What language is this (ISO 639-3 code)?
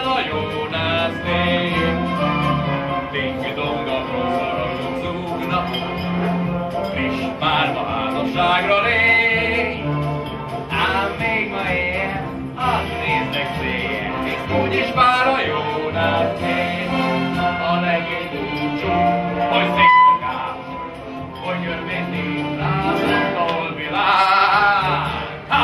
hun